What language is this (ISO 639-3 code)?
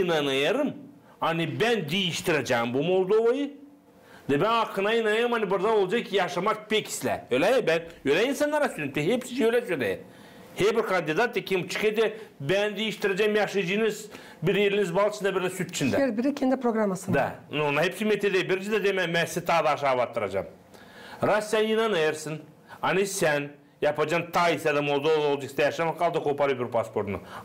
gag